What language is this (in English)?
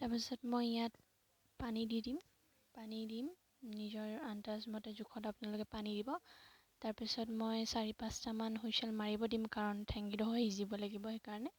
Assamese